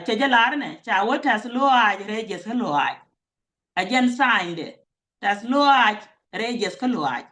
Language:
Nuer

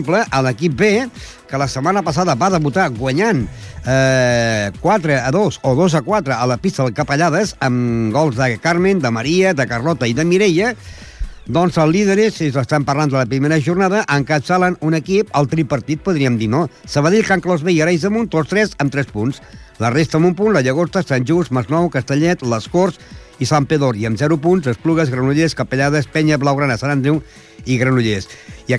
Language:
Catalan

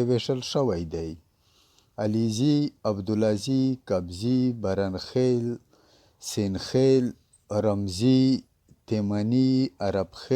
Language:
Pashto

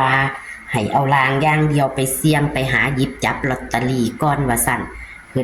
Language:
Northeastern Thai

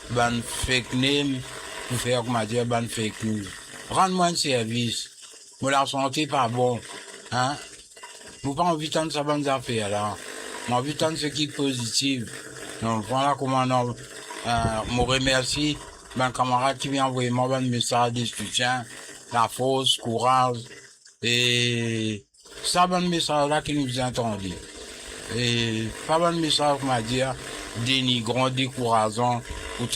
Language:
Morisyen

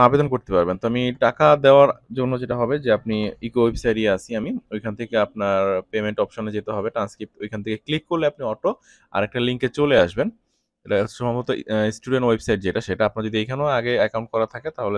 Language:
Bangla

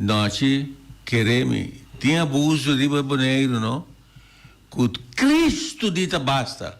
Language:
Papiamento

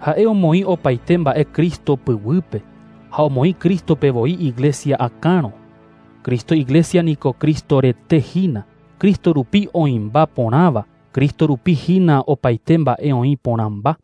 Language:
Guarani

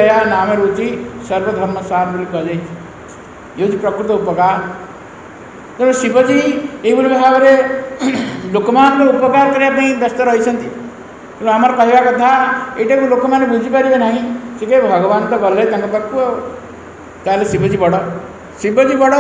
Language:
Odia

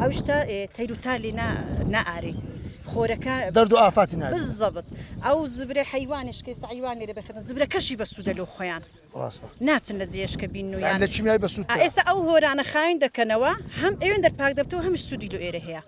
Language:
Central Kurdish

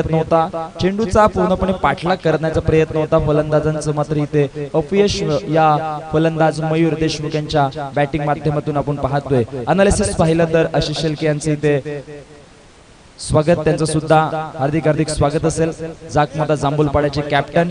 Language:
Marathi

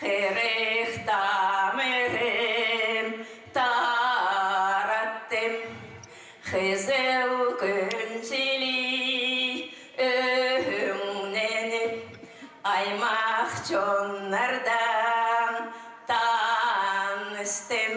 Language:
Khakas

